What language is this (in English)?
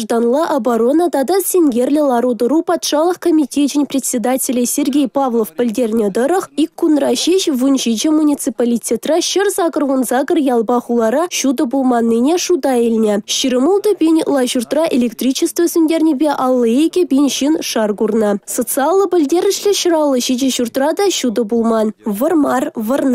Chuvash